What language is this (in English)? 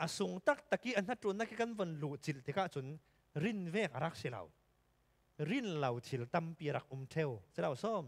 Falam Chin